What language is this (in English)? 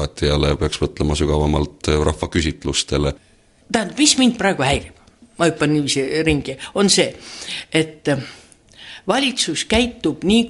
Estonian